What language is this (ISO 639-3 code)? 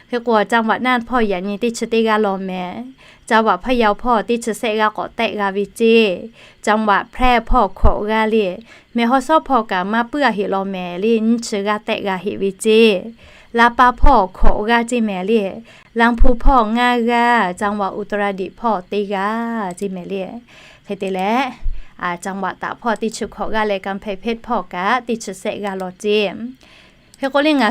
lhu